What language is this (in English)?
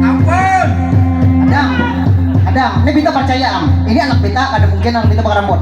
Banjar